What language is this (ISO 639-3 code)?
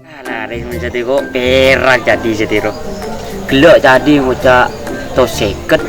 mad